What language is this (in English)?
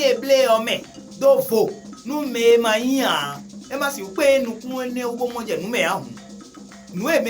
Fon